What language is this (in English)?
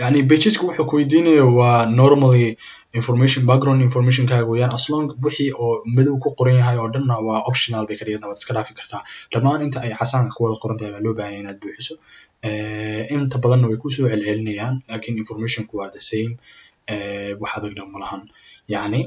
Somali